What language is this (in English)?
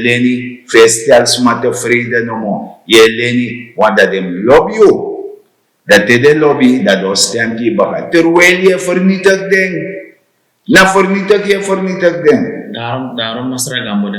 Sranan Tongo